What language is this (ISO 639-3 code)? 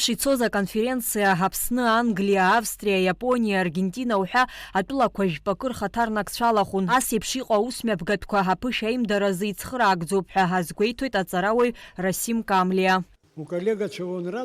abk